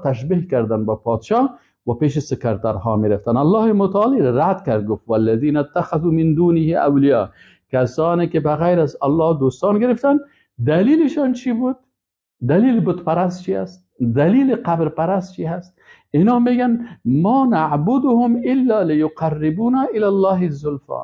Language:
Persian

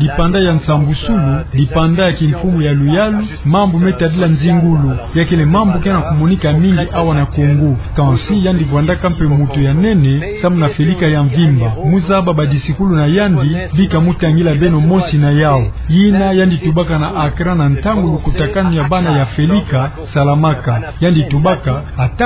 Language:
Kituba (Democratic Republic of Congo)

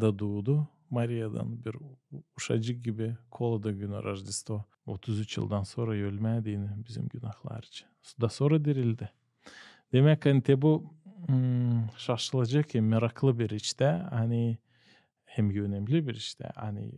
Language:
Gagauz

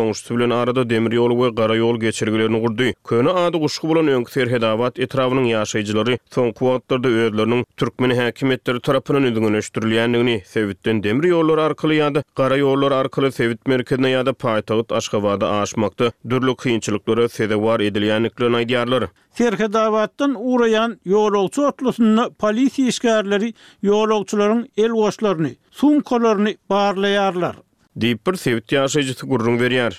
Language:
Turkmen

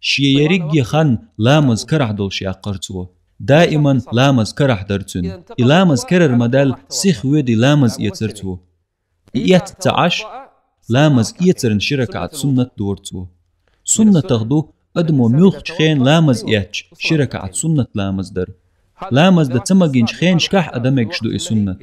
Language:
Chechen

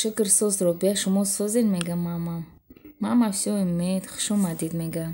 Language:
Tajik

